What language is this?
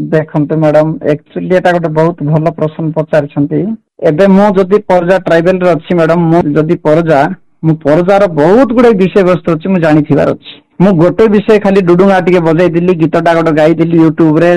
Odia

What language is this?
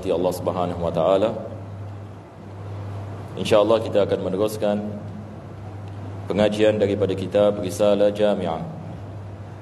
Malay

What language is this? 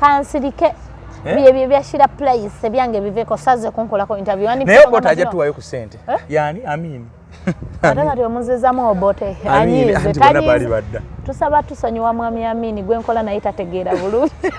Ganda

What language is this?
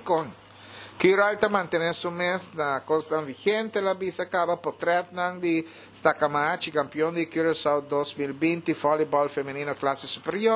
Papiamento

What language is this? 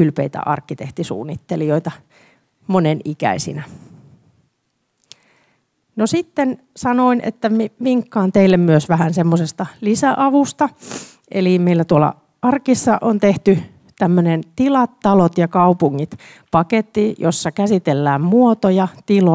Finnish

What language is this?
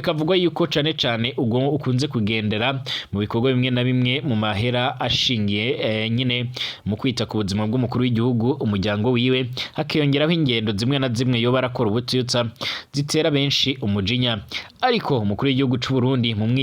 Rundi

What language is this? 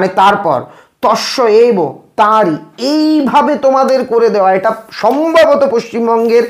Bangla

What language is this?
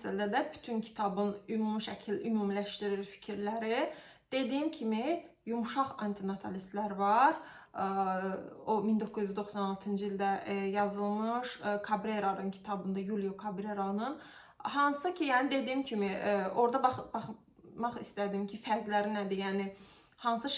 Azerbaijani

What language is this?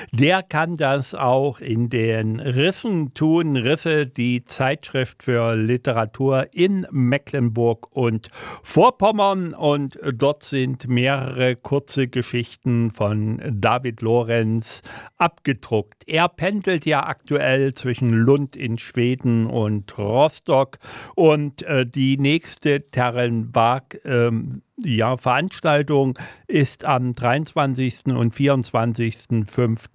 German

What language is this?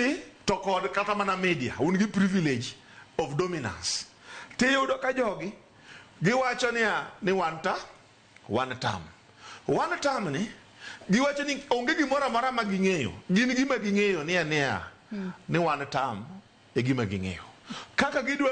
Luo (Kenya and Tanzania)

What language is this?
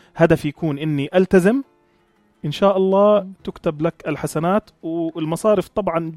North Levantine Arabic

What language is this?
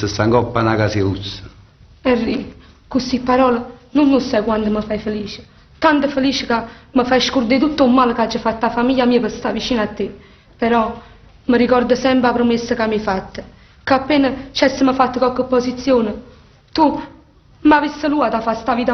Neapolitan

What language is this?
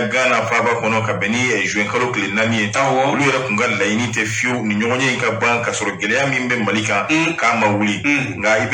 Bambara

